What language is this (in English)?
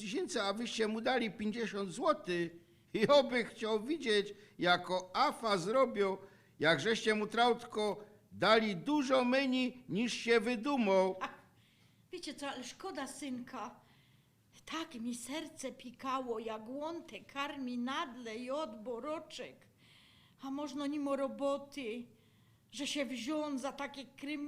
Silesian